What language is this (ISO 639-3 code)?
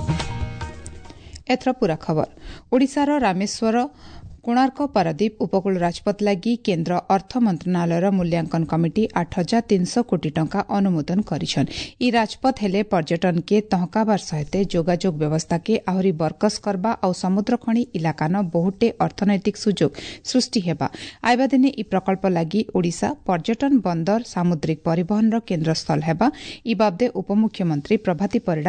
ori